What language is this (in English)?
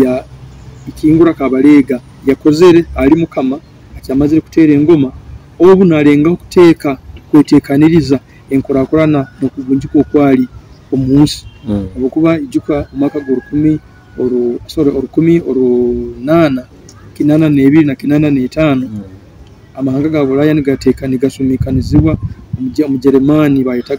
Nyoro